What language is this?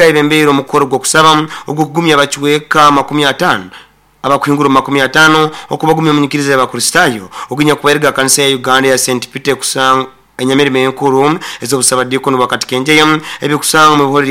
Nyoro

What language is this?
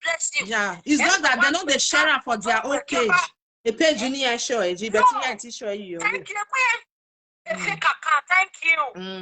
Nigerian Pidgin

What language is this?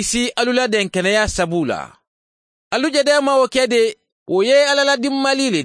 Mandingo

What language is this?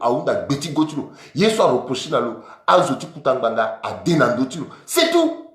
Sango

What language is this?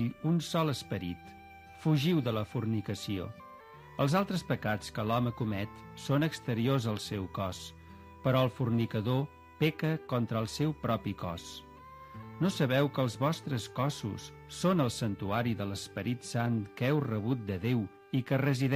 Catalan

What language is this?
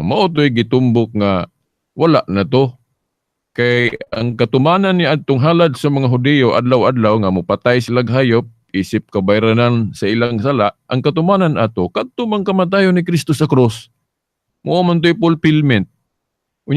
Cebuano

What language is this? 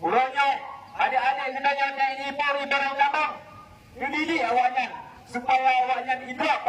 Achinese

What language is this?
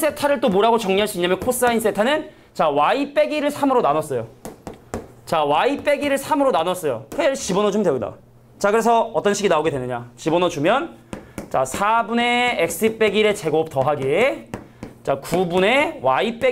Korean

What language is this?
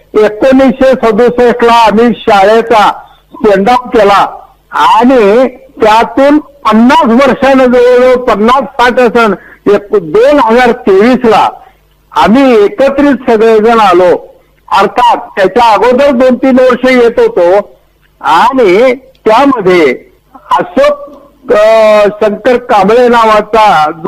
Marathi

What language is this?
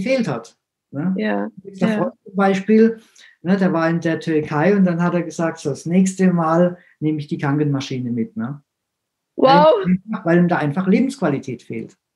German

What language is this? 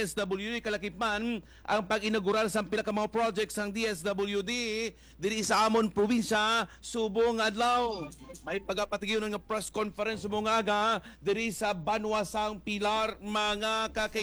Hiligaynon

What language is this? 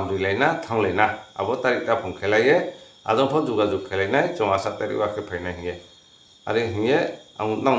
Riang (India)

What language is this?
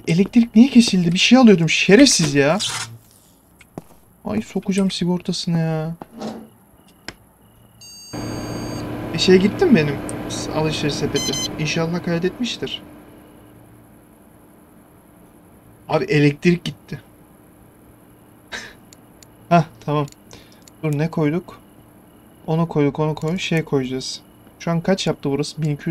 Turkish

